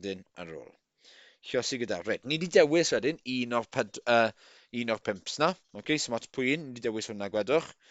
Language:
Welsh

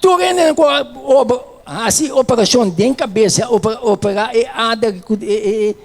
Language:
Papiamento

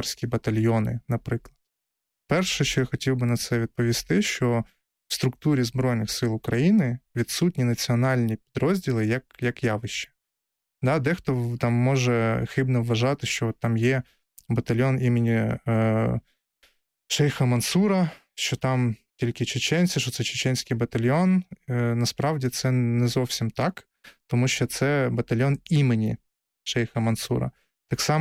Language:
Ukrainian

